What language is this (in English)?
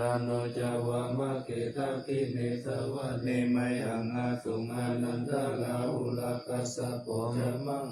Pali